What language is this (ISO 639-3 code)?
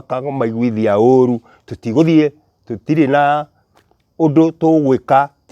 kik